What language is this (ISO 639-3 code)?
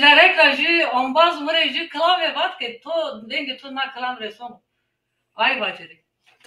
zza